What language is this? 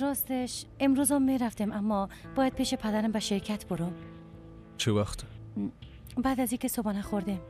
Persian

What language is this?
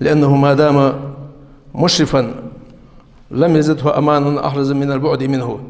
Ingush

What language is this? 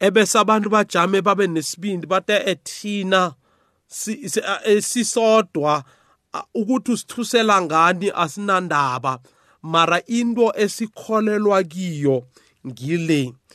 South Ndebele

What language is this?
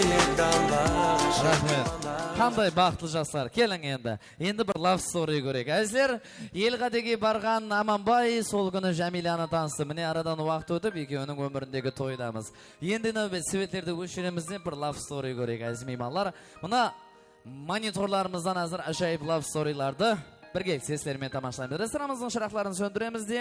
Kara-Kalpak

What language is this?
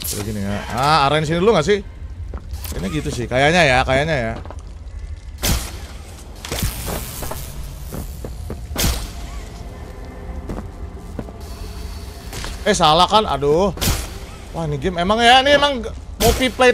Indonesian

